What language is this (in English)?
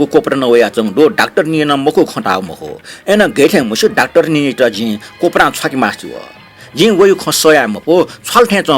Newari